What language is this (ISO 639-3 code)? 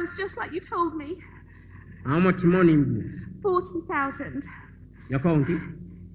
jam